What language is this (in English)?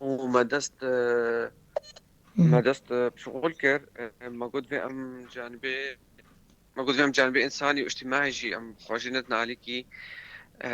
Kurdish